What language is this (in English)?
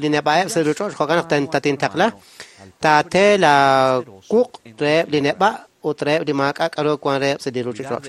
Kekchí